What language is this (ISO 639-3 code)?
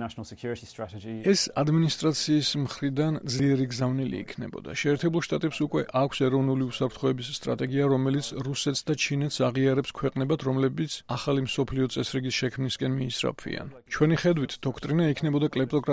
kat